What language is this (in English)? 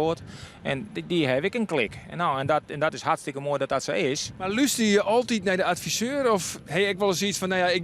Western Frisian